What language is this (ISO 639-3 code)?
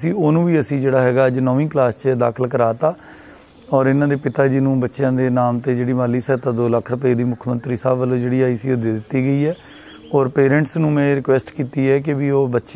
pan